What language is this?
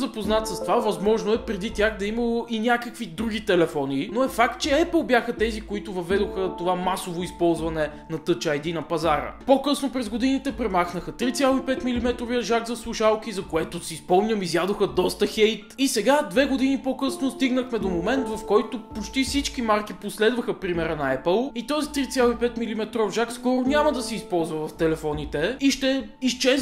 Bulgarian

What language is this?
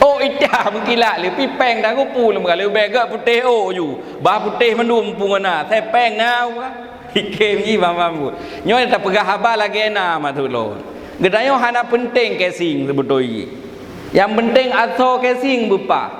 Achinese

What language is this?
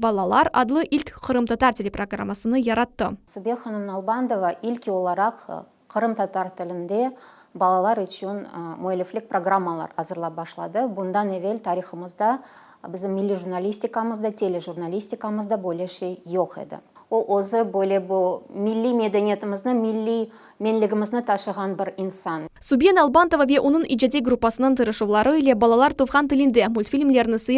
Crimean Tatar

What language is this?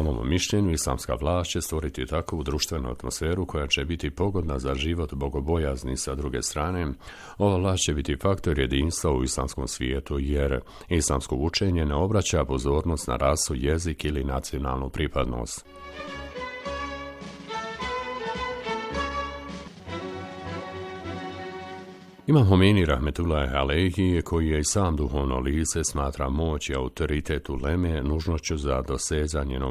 Bosnian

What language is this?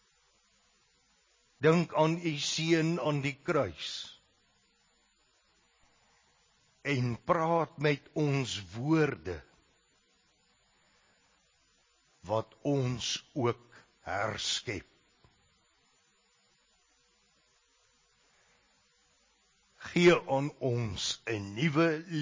Afrikaans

